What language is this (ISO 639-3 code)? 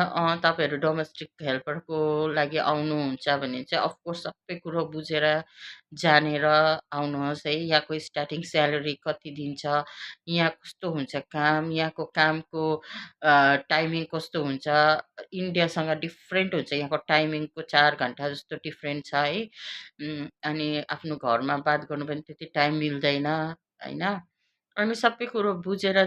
nep